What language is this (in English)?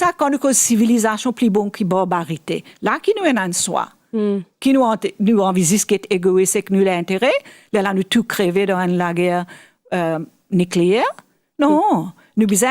Morisyen